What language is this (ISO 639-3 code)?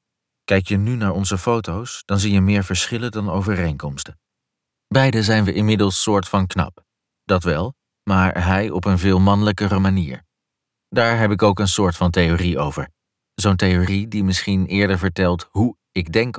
nld